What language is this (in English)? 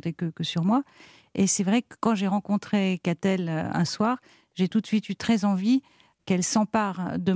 French